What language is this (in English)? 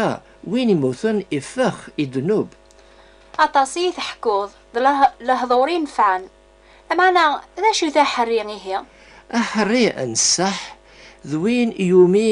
Kabyle